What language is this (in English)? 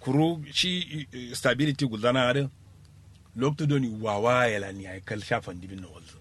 Kanuri